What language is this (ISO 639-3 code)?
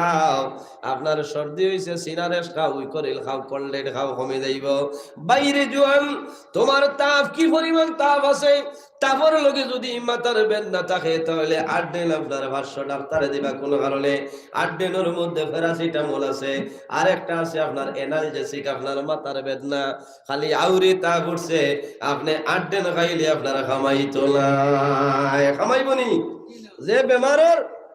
syl